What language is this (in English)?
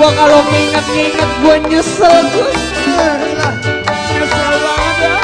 Betawi